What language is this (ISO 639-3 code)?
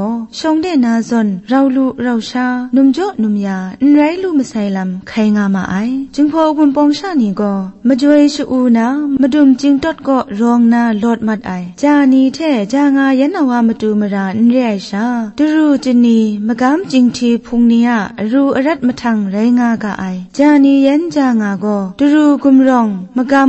kac